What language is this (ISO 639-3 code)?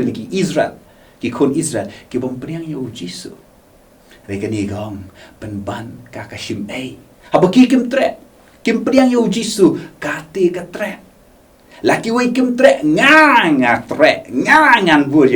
kha